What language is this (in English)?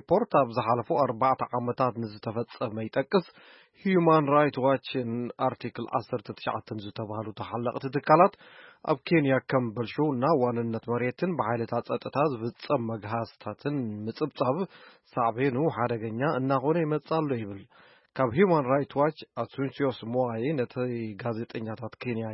Tigrinya